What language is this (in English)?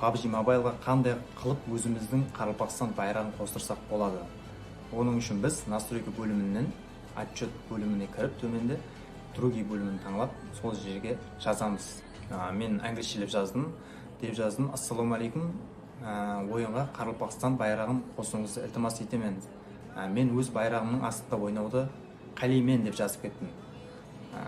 Kara-Kalpak